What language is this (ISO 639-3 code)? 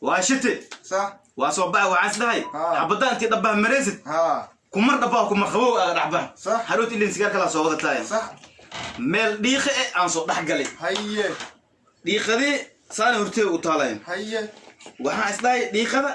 som